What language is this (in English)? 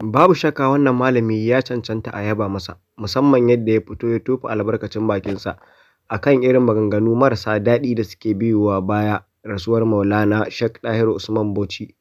Hausa